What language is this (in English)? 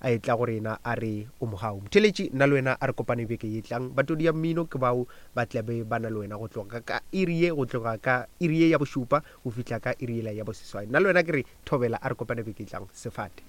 Northern Sotho